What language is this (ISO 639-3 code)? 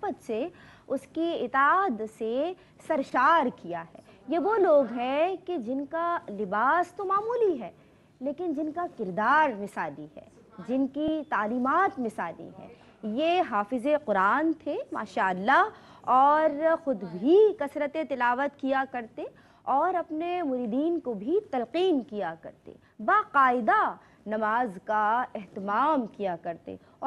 urd